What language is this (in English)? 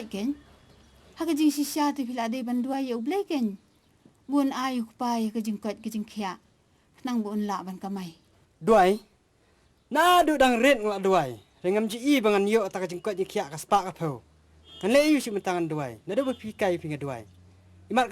Khasi